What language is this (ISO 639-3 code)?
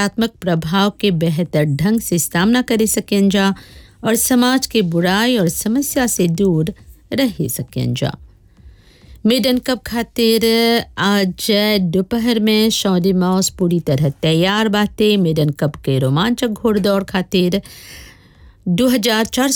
bho